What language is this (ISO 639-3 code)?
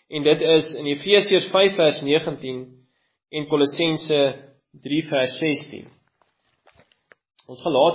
afr